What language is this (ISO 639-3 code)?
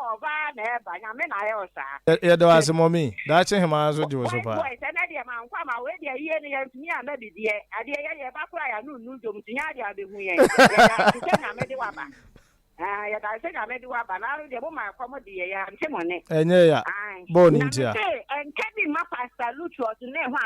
aka